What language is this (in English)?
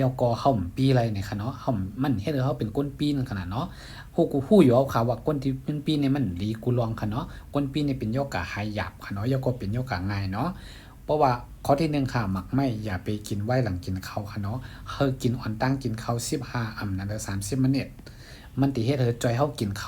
Shan